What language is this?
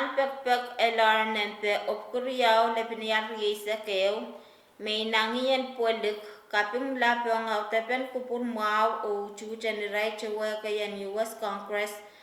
Pohnpeian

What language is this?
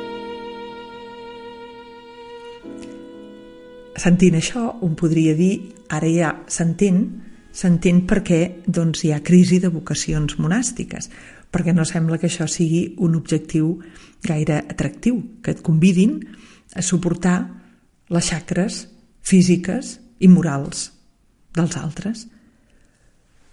Catalan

